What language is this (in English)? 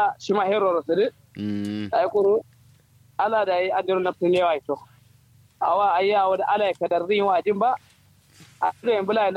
Kanuri